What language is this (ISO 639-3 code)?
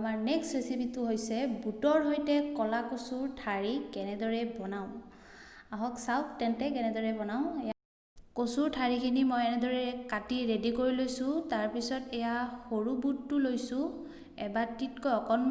asm